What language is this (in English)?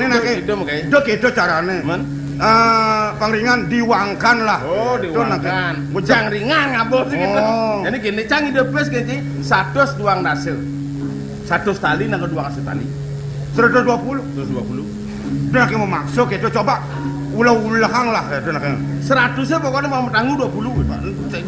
Balinese